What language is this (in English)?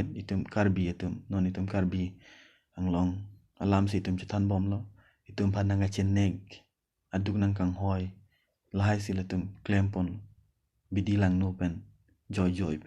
Karbi